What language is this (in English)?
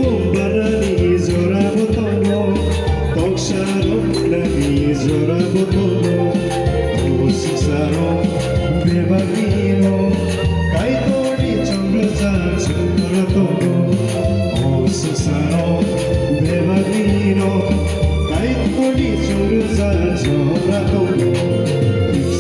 Kok Borok